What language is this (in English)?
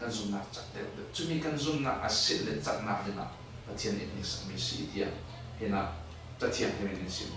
Falam Chin